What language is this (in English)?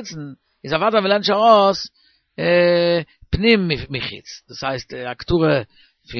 Yiddish